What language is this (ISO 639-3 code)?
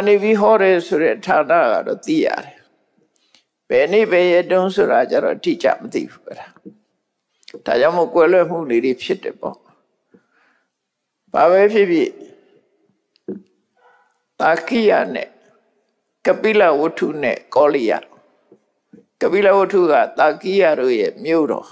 mya